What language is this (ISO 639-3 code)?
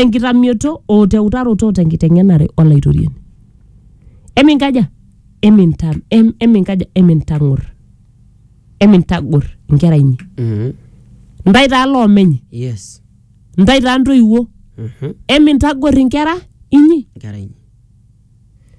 mas